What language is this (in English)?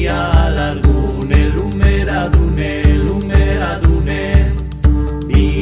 Basque